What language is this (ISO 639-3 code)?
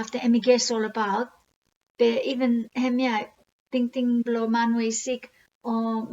bis